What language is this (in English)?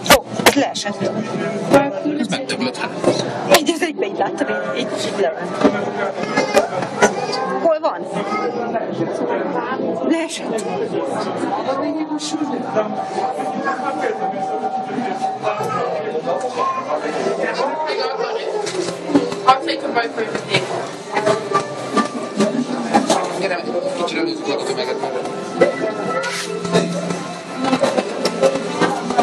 Hungarian